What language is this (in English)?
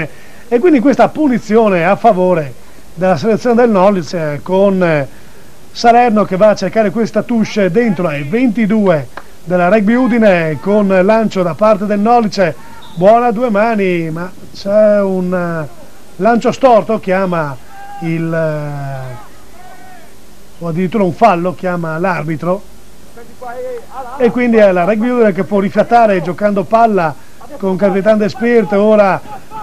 Italian